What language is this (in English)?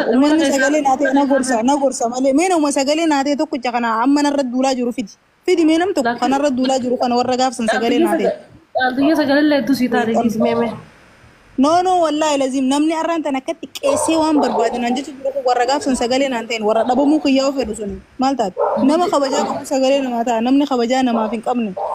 Oromo